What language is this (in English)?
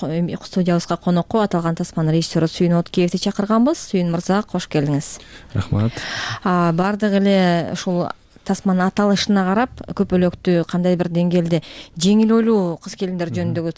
Kyrgyz